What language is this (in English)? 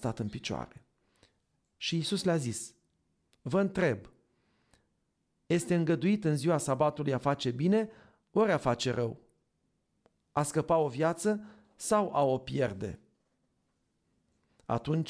Romanian